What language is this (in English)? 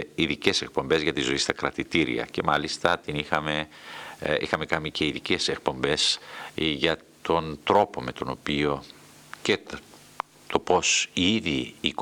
Greek